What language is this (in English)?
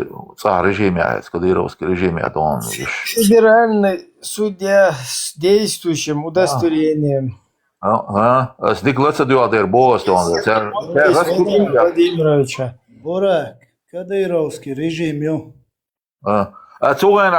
Chechen